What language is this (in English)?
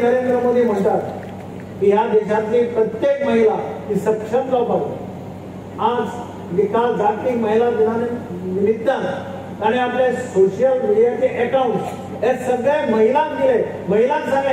Konkani